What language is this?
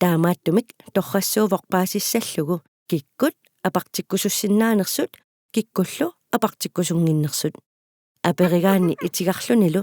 Kalaallisut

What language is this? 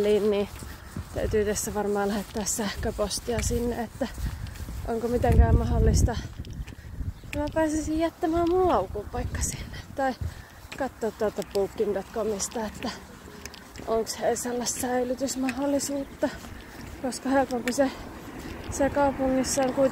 Finnish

